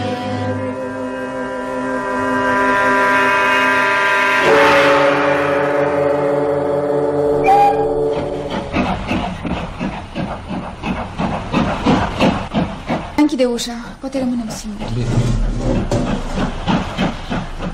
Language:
Romanian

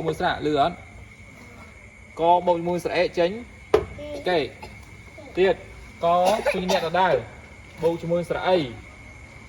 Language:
Khmer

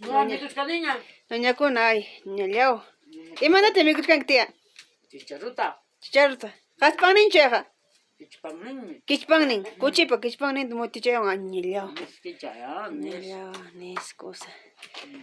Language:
Ayacucho Quechua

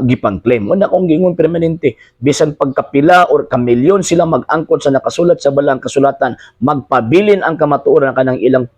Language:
Cebuano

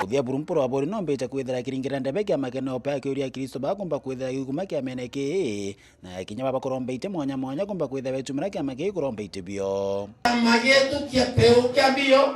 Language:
Meru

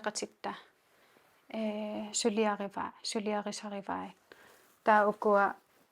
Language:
Kalaallisut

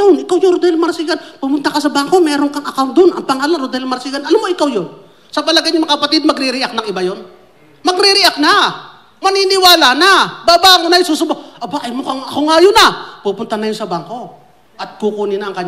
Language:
Filipino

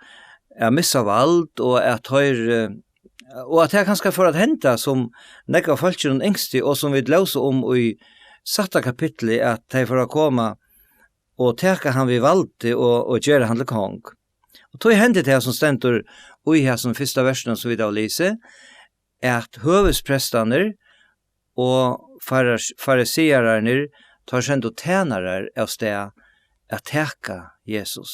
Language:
Faroese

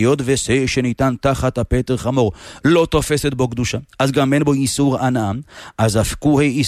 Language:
Hebrew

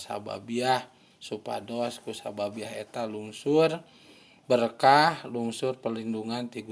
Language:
Sundanese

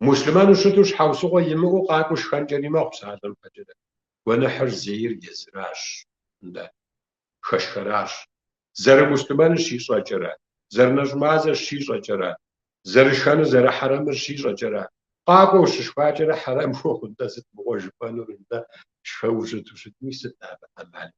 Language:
Kabardian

